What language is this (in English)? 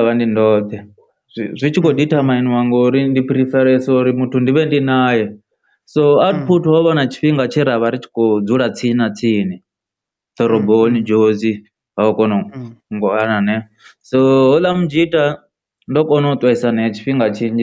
Venda